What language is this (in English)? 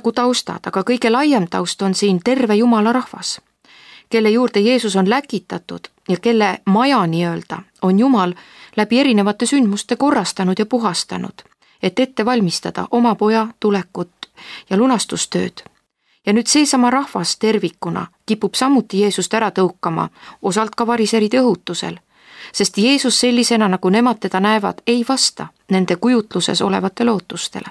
Estonian